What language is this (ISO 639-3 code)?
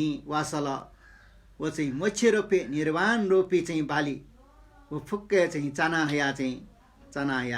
new